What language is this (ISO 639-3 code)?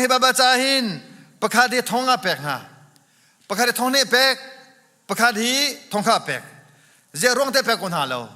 cnh